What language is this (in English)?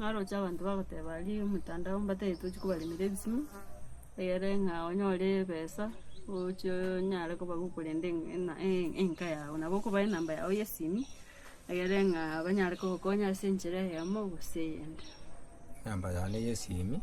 Gusii